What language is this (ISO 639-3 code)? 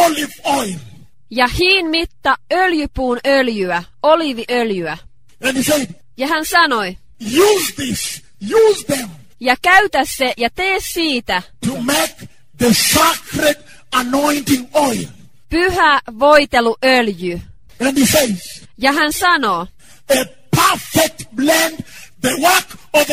fin